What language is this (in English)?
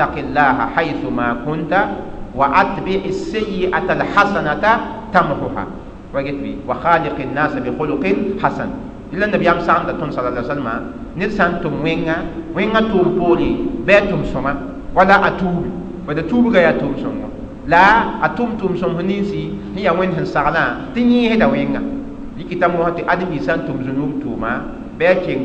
Mossi